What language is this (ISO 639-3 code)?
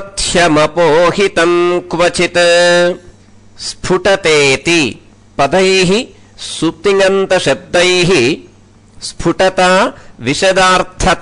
san